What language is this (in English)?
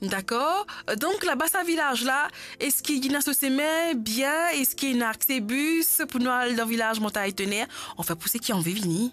Morisyen